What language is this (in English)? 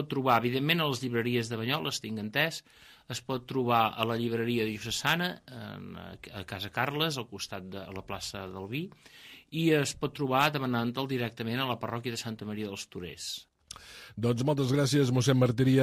Catalan